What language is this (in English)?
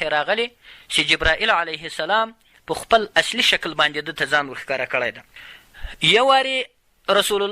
Pashto